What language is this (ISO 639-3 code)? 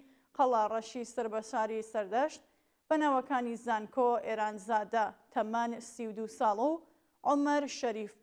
ckb